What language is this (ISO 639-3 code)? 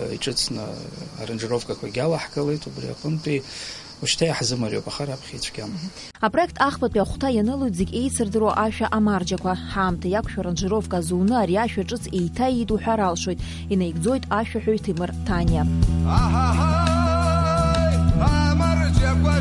abk